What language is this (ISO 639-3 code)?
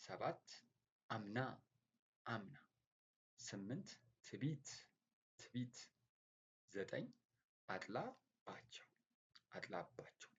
amh